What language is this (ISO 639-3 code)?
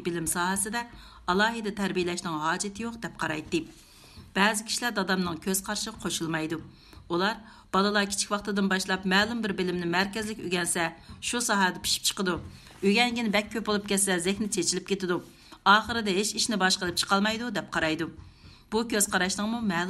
uig